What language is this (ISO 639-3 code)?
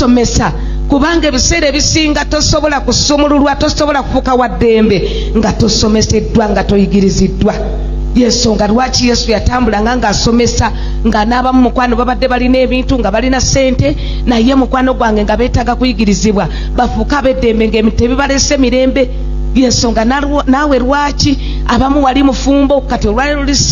lug